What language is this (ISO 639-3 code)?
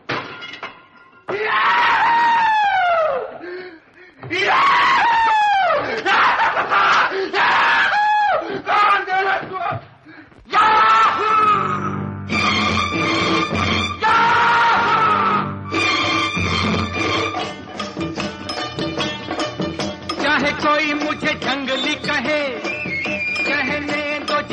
hin